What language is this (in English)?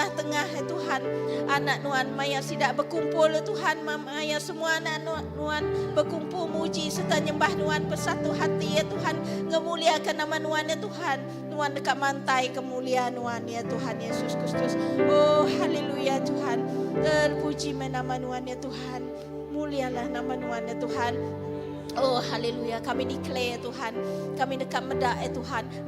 Iban